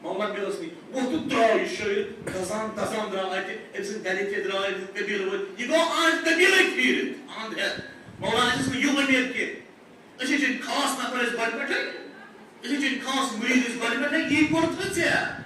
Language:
Kashmiri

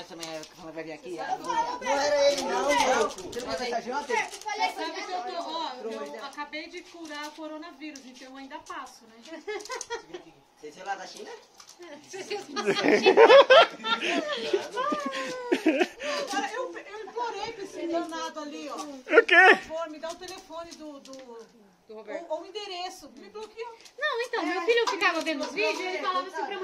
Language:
Portuguese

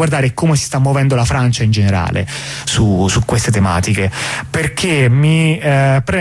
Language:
Italian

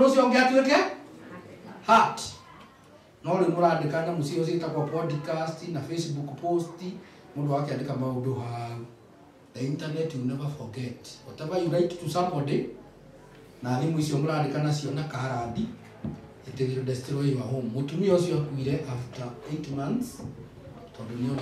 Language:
Kikuyu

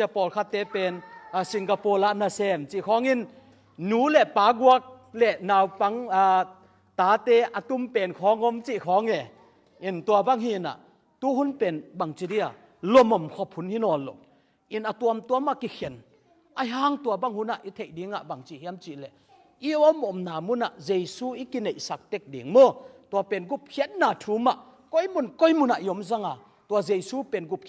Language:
Tedim Chin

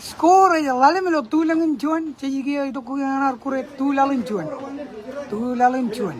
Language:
Marshallese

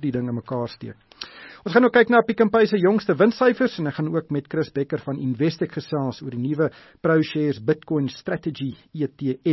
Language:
Afrikaans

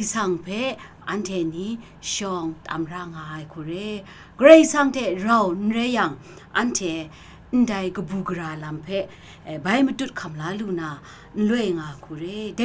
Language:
Kachin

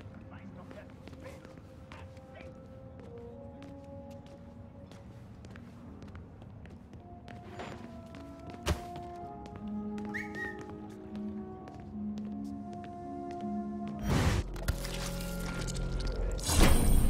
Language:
German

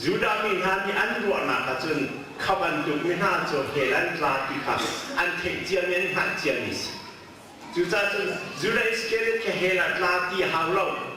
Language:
Hakha Chin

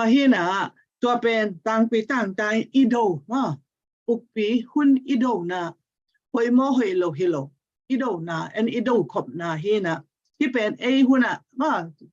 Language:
Tedim Chin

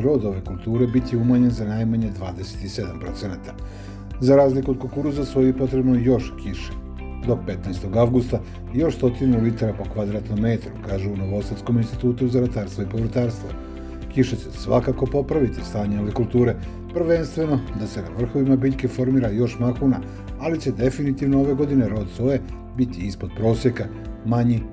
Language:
Serbian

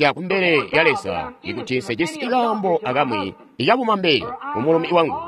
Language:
Tonga (Zambia)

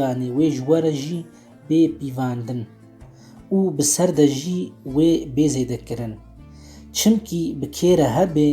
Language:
Kurdish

